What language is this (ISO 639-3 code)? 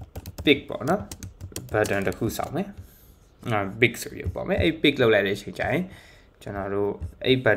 mya